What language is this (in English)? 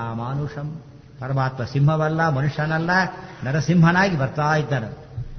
Kannada